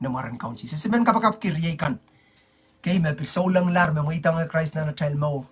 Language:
Pohnpeian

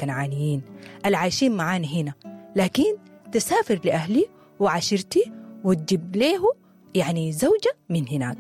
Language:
Sudanese Arabic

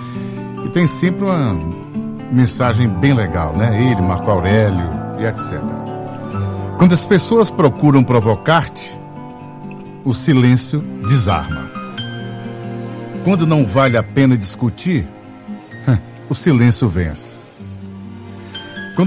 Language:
Portuguese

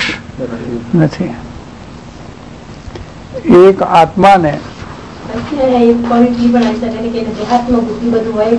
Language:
Gujarati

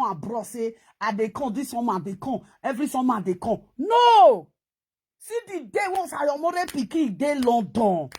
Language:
Nigerian Pidgin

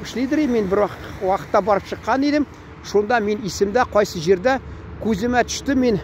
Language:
Tatar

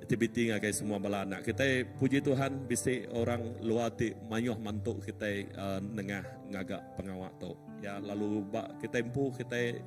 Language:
Iban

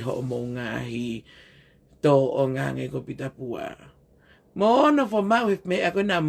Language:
Tongan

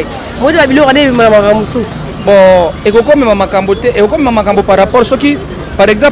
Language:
Lingala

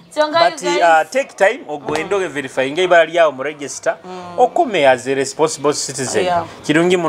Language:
Nyoro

